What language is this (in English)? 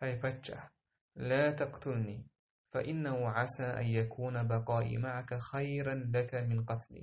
Chechen